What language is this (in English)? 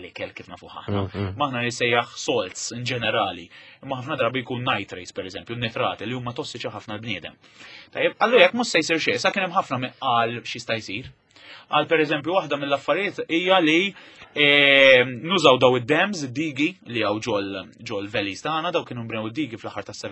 Maltese